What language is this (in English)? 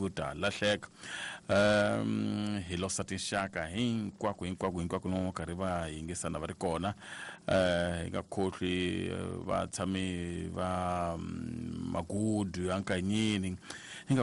Tsonga